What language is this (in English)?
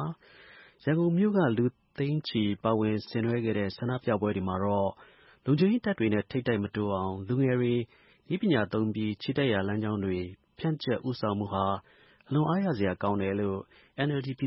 Burmese